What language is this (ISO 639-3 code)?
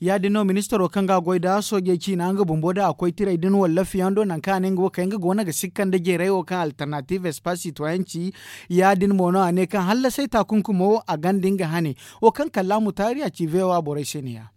dje